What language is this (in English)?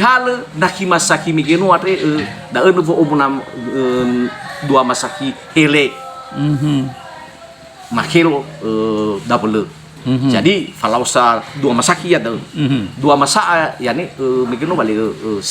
Nias